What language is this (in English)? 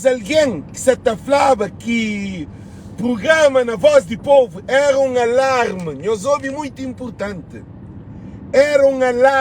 Kabuverdianu